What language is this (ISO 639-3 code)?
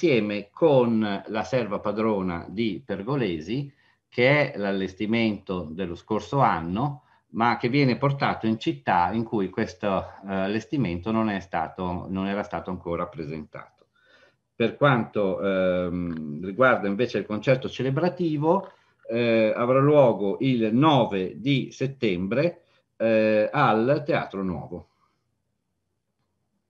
ita